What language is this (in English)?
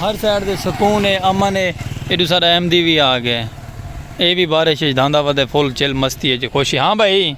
Saraiki